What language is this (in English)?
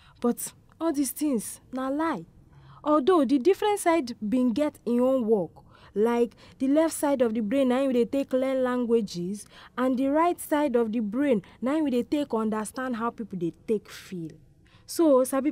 Nigerian Pidgin